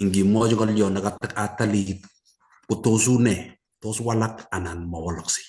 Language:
Kalenjin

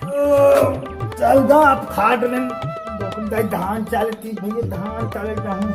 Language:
Chhattisgarhi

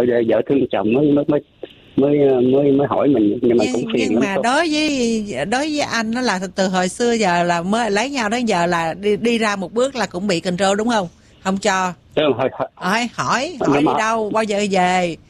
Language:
Vietnamese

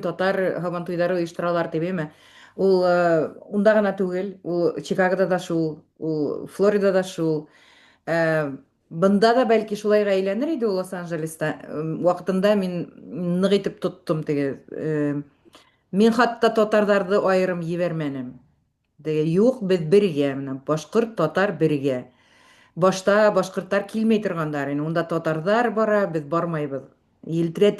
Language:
Bashkir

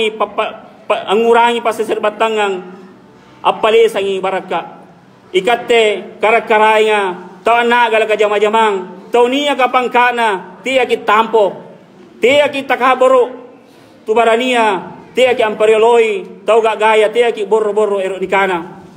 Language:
Makasar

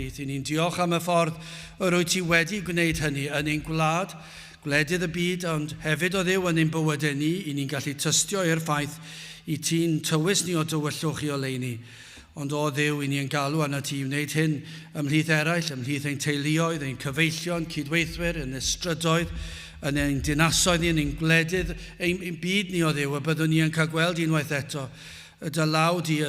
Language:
Welsh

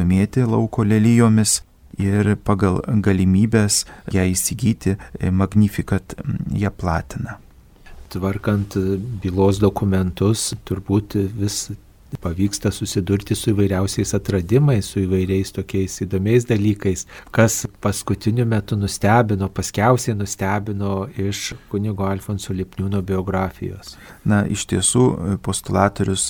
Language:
Lithuanian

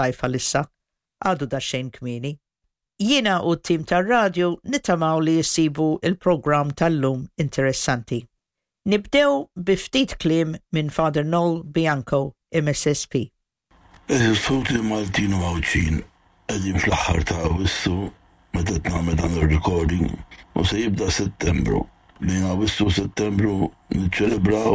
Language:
Maltese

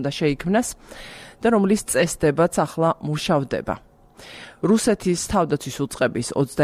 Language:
Georgian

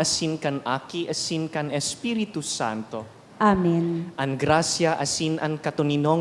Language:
Bikol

